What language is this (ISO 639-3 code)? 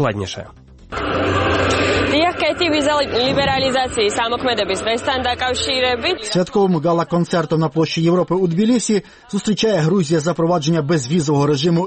ukr